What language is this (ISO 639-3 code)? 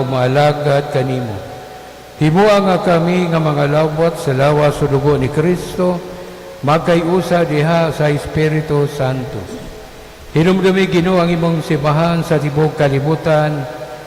ceb